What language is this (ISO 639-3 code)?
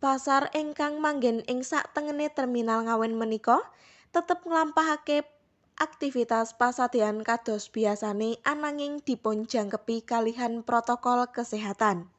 jav